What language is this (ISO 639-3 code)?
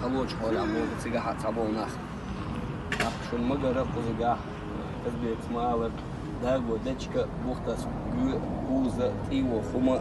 che